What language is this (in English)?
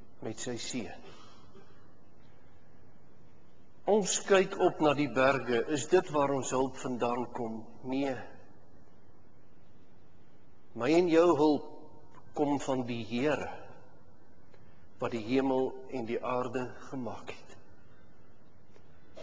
Afrikaans